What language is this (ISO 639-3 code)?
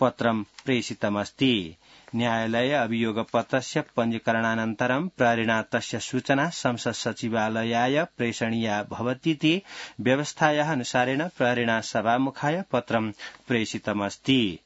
san